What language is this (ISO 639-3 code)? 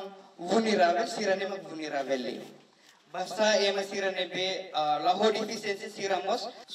tet